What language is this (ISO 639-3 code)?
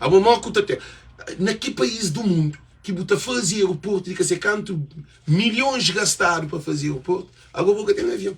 kea